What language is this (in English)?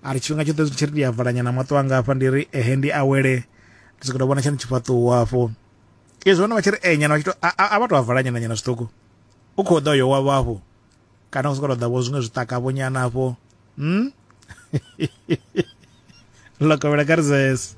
Venda